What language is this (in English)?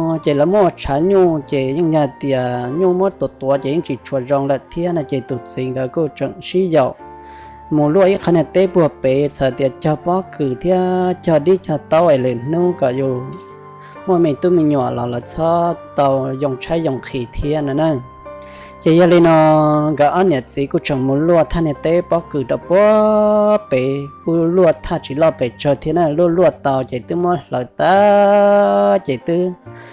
Hmong